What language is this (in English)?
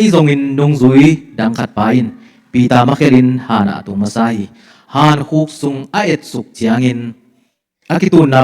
Tedim Chin